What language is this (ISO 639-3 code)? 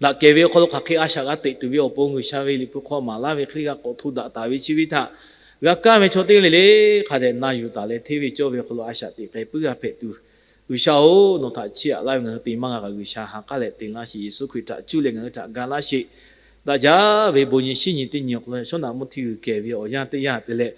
lhu